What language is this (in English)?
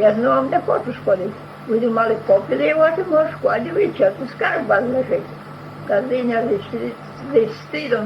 Rusyn